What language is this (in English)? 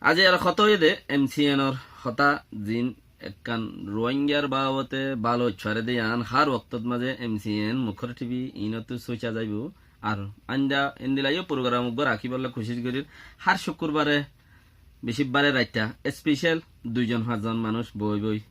Rohingya